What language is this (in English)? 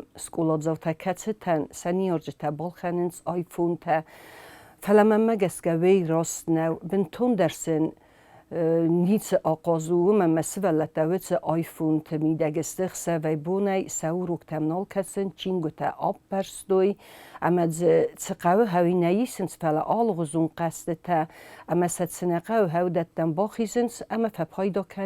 Ossetic